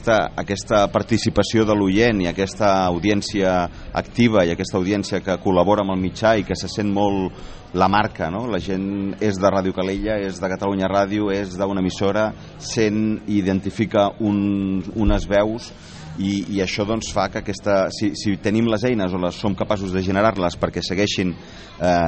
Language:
Catalan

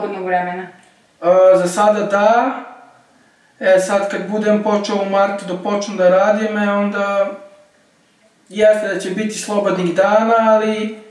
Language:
Serbian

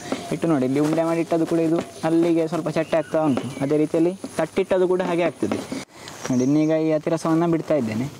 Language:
Kannada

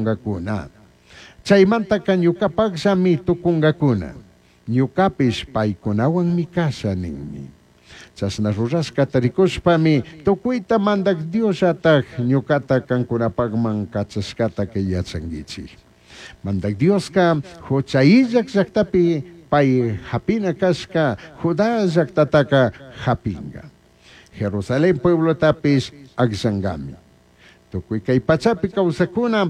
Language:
Chimborazo Highland Quichua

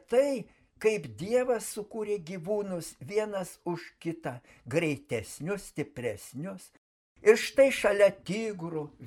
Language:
Lithuanian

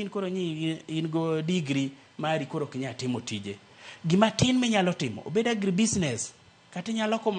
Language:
Luo (Kenya and Tanzania)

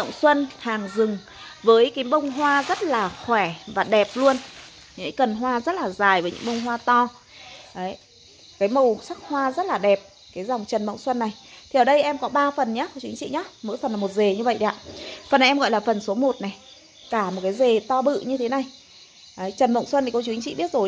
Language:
Vietnamese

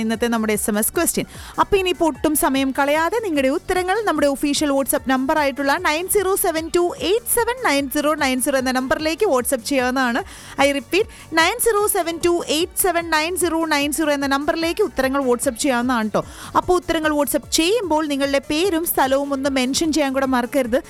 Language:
Malayalam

